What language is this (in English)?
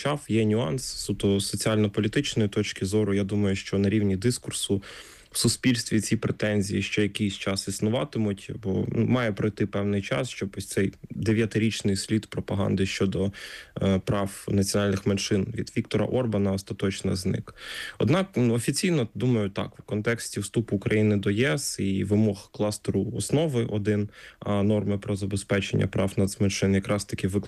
Ukrainian